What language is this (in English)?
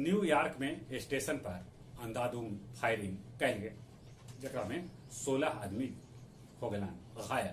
Magahi